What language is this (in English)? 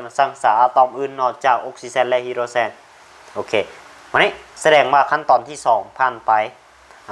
Lao